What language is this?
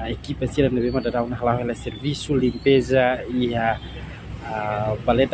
Tetum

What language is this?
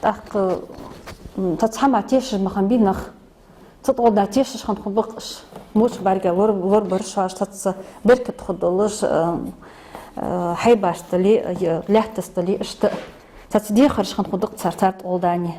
Ingush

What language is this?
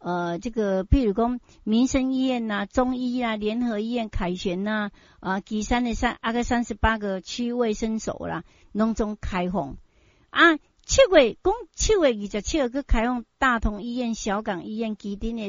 Min Nan Chinese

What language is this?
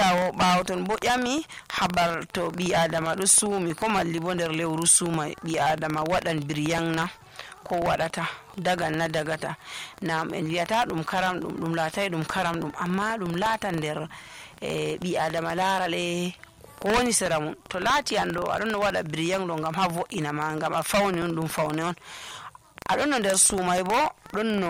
Nigerian Fulfulde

